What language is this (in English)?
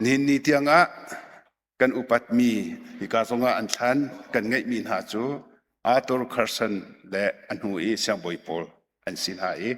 Hakha Chin